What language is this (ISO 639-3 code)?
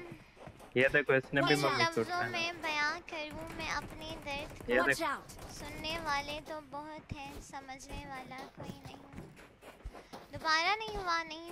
hin